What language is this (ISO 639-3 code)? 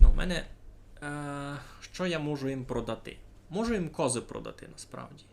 rue